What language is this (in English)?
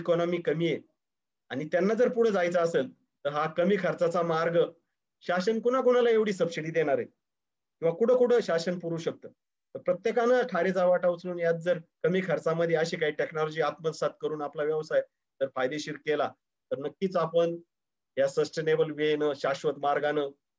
Marathi